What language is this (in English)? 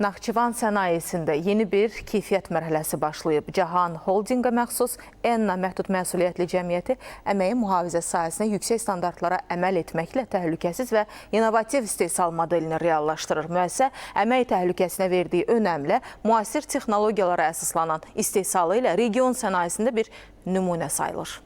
Azerbaijani